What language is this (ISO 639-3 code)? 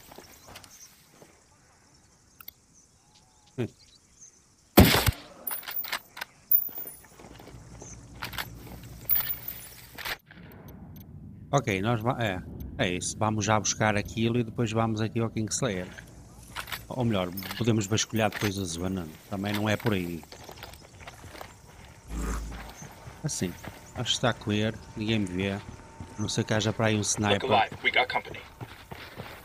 por